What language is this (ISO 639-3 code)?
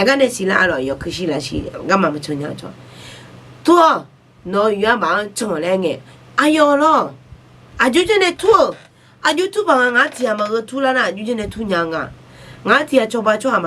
ahk